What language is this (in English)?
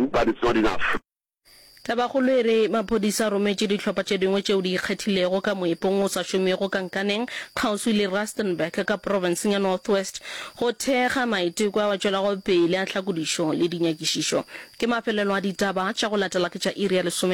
Northern Sotho